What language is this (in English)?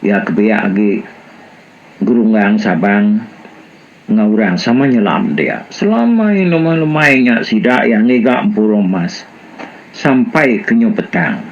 Iban